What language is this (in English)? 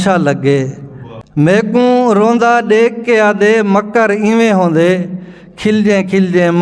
Saraiki